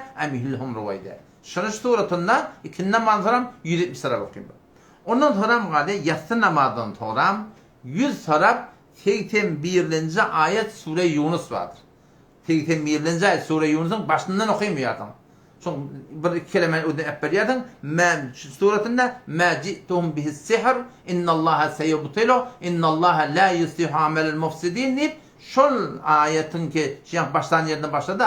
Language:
Turkmen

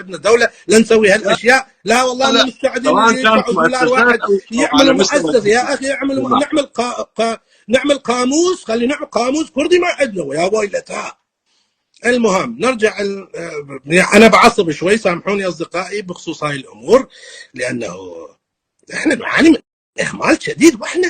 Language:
North Levantine Arabic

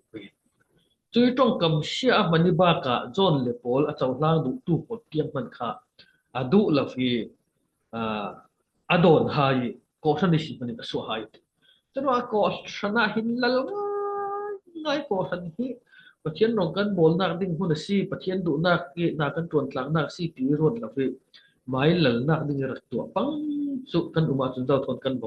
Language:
Falam Chin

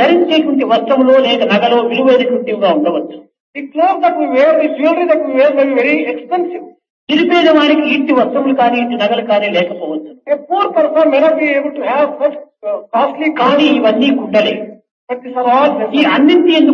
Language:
Telugu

